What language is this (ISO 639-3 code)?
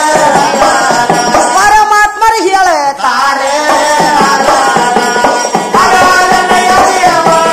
kan